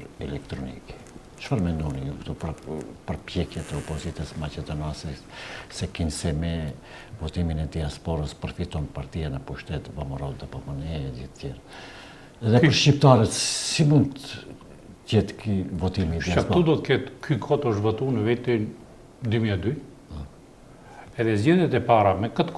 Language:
Albanian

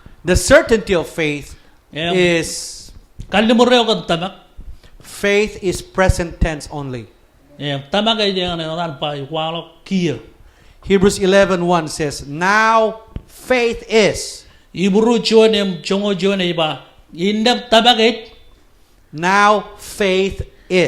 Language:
Marshallese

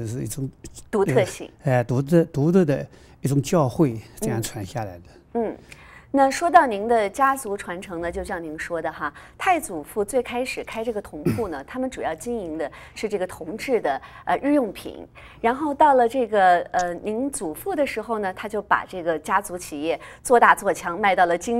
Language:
Chinese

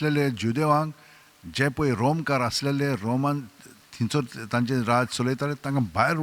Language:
Konkani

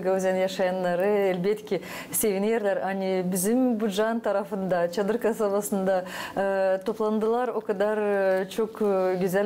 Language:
Gagauz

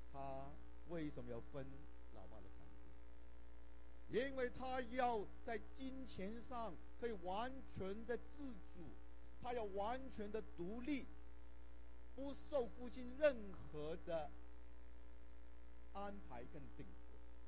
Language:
Chinese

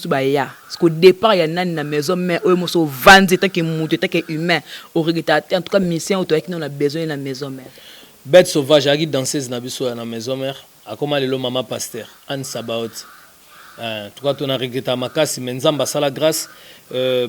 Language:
Lingala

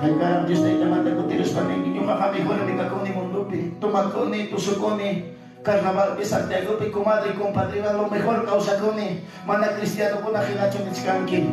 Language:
Ayacucho Quechua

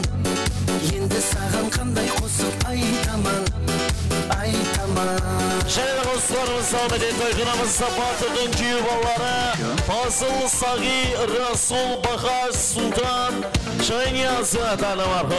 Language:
Kara-Kalpak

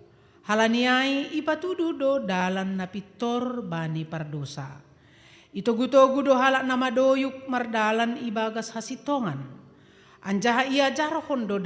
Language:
Batak Simalungun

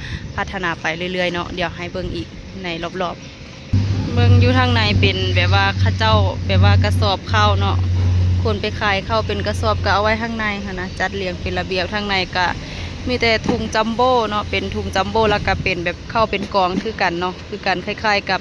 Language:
Lao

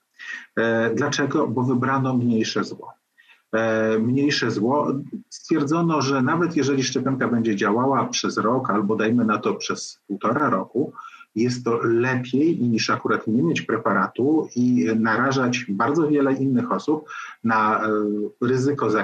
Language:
Polish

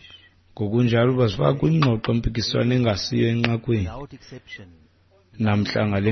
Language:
Xhosa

